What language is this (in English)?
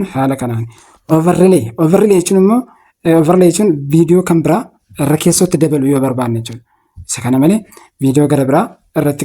Oromo